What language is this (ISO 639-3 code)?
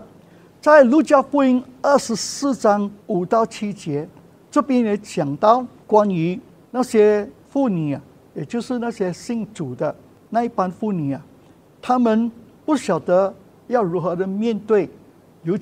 zho